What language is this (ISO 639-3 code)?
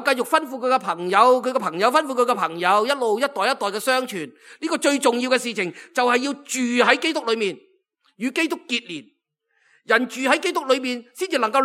yue